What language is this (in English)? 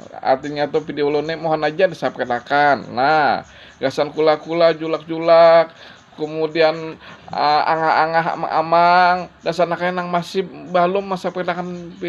Banjar